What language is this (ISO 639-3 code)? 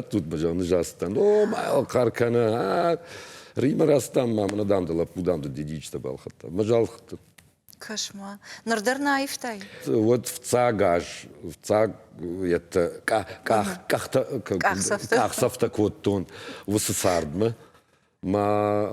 oss